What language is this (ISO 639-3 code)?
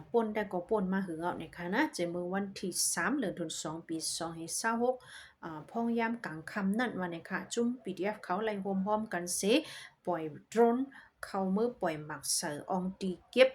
shn